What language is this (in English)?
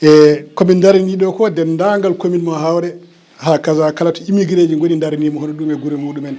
Fula